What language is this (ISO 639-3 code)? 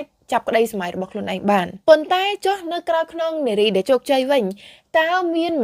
khm